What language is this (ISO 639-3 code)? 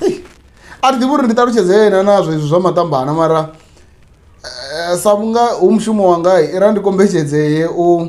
ven